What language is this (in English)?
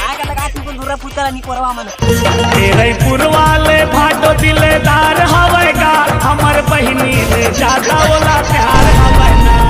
Chhattisgarhi